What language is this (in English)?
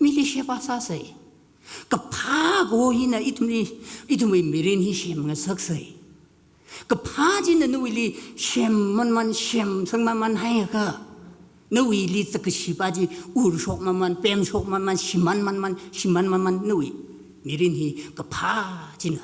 Tangkhul Naga (India)